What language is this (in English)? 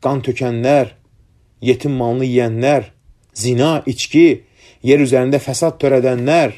Azerbaijani